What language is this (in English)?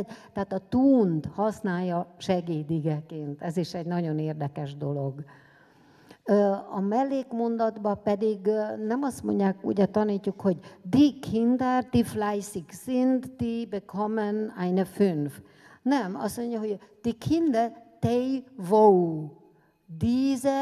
Hungarian